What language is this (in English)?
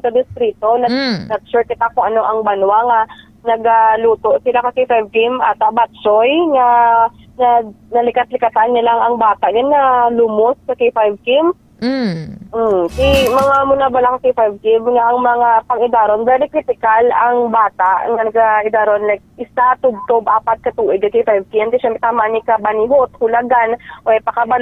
Hiligaynon